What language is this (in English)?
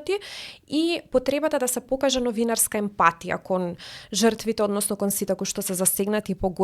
Macedonian